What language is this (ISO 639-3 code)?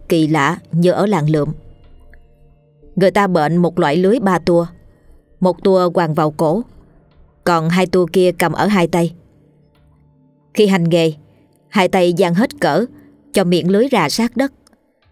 vie